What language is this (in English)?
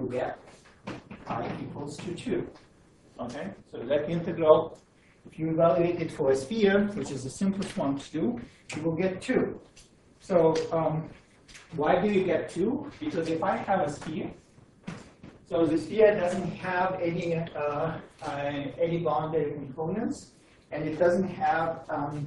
English